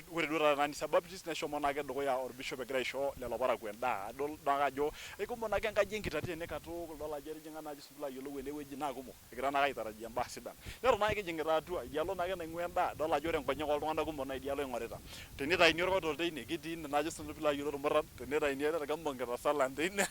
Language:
Masai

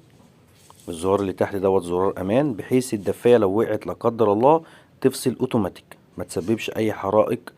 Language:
Egyptian Arabic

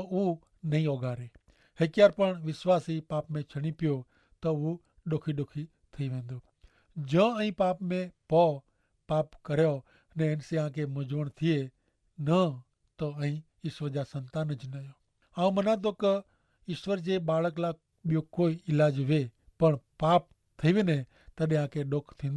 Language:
Kachhi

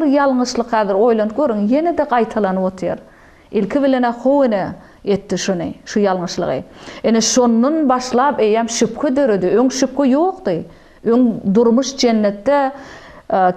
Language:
Turkmen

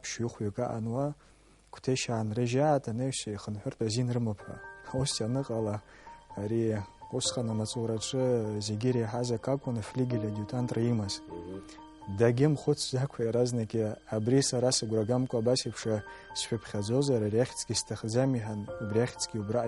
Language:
Abkhazian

